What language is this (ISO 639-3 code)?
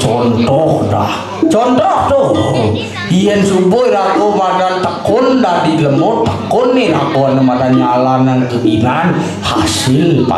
ban